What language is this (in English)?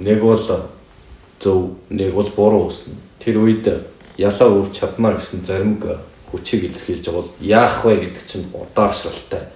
Mongolian